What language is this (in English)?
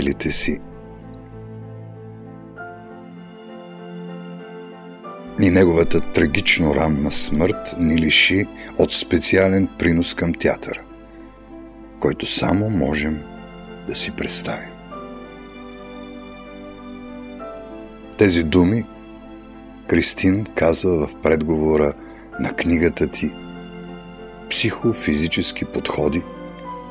Bulgarian